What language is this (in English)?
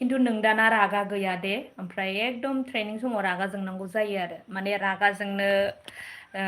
Bodo